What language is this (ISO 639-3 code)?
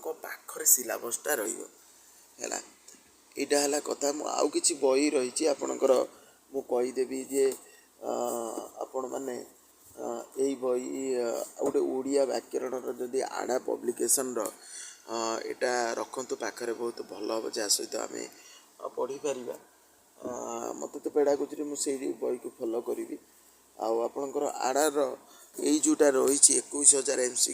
ori